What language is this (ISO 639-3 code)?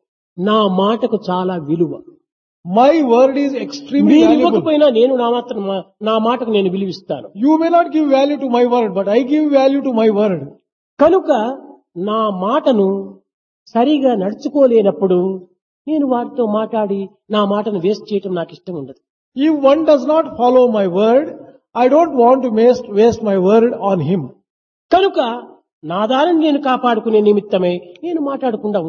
tel